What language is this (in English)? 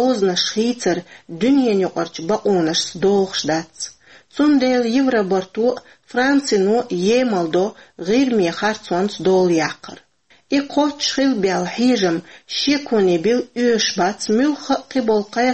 Chechen